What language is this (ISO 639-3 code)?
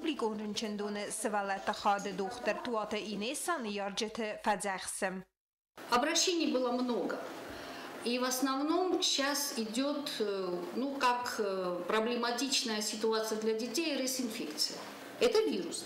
oss